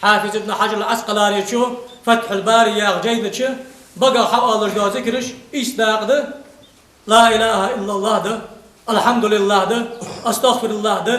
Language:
Ingush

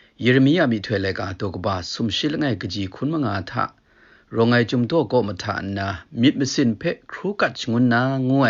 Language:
Kachin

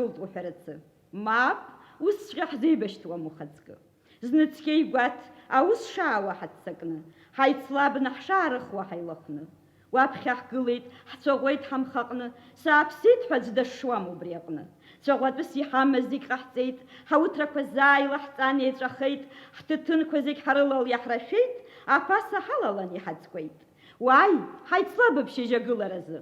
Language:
Abkhazian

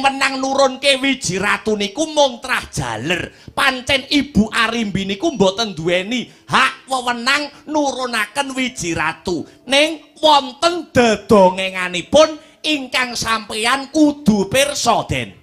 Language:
Javanese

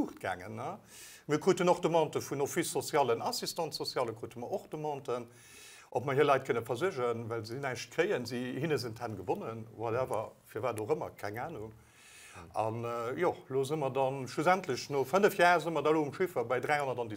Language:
Luxembourgish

